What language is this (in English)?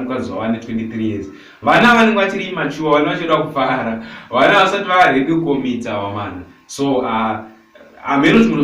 Shona